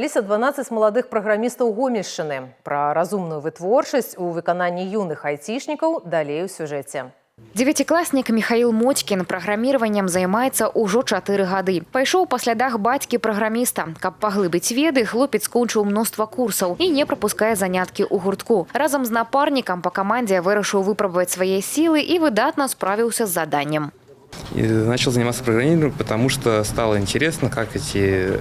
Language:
Belarusian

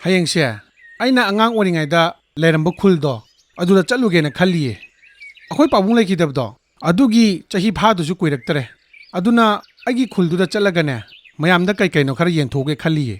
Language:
Manipuri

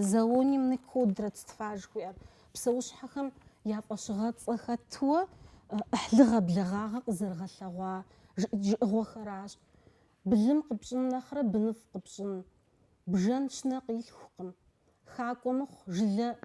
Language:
Kabardian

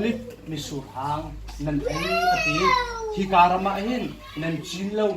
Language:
Hakha Chin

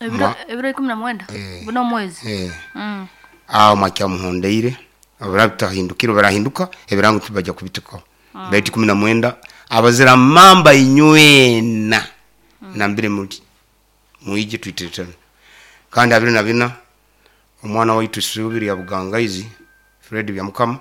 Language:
Nyoro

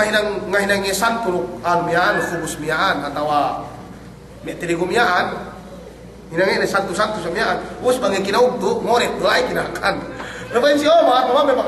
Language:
Yakan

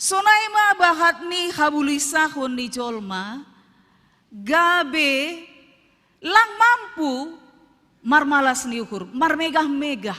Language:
Batak Simalungun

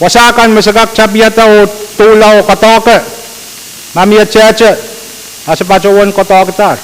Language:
Pohnpeian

